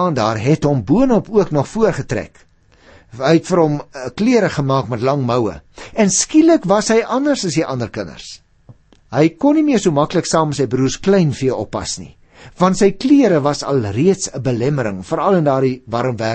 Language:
Afrikaans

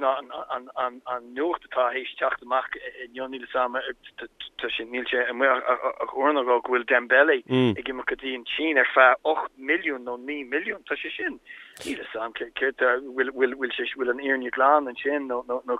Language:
Irish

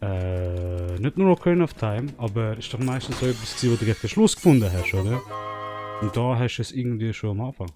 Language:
Swiss German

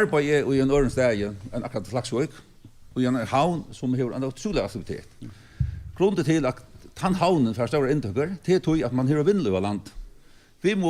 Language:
Faroese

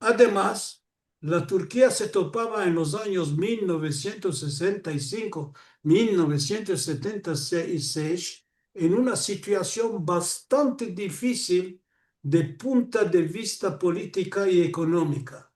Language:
Ladino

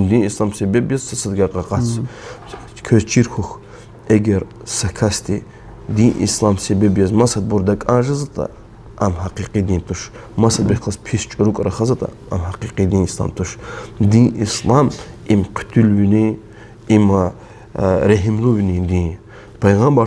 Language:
Lezghian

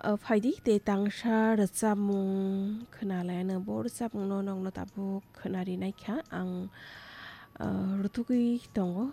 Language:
Kok Borok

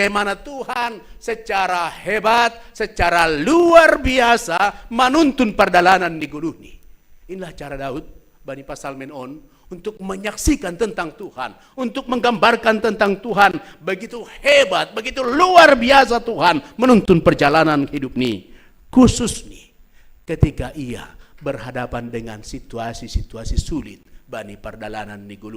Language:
Batak Simalungun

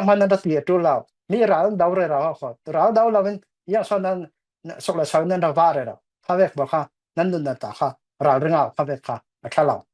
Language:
Falam Chin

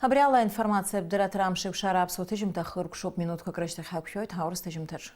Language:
Abkhazian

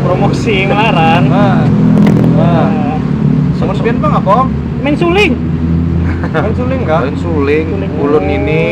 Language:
Banjar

